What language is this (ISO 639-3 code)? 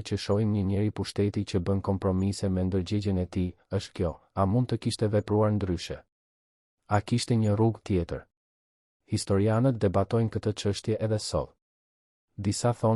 sqi